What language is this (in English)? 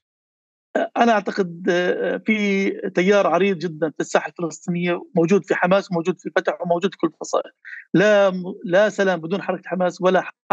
North Levantine Arabic